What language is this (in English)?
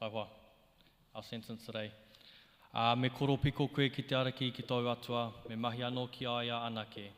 Māori